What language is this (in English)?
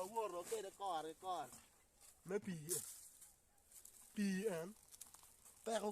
Acoli